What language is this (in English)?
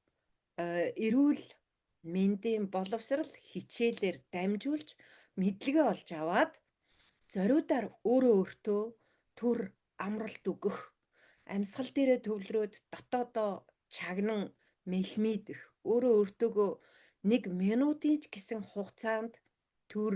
Mongolian